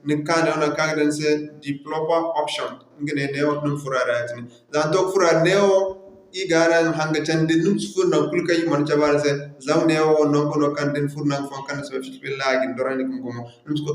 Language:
Zarma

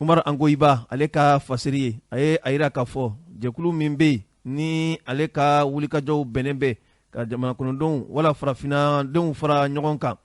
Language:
Bambara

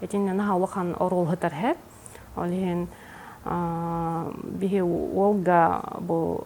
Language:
Yakut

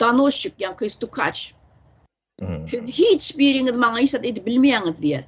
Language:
Turkmen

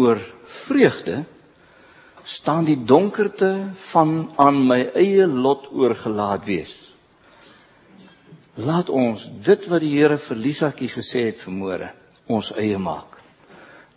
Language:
Afrikaans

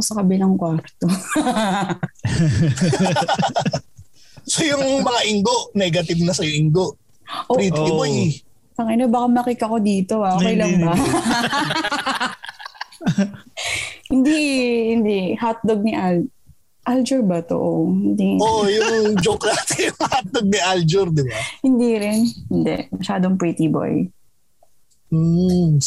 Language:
Filipino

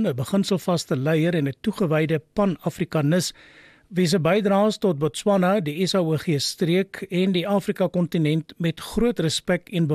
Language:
Afrikaans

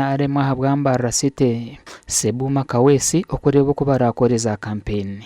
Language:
Nyankole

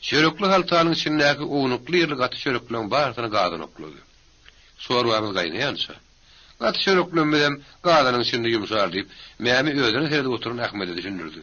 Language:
Turkmen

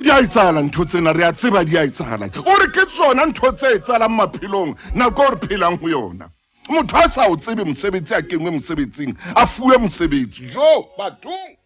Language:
Southern Sotho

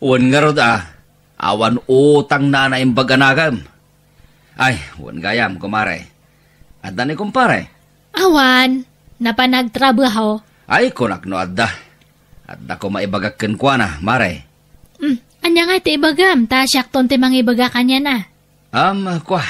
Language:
Iloko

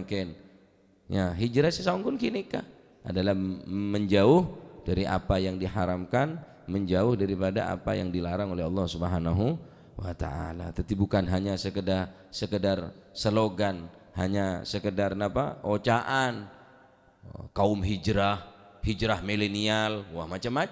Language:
Madurese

